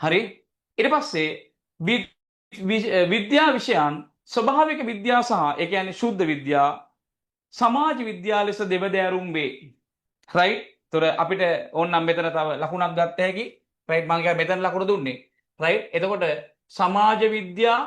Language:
Sinhala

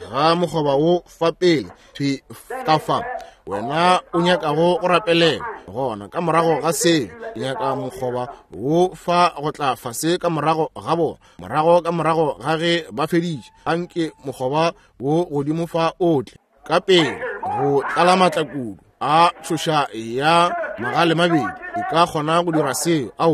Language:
Northern Sotho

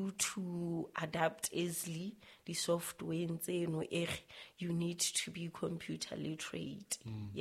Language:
Southern Sotho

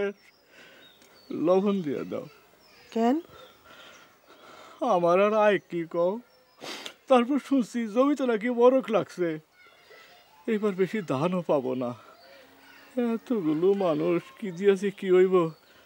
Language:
Bangla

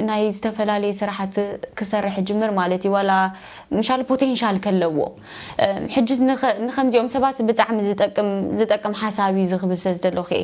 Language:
Tigrinya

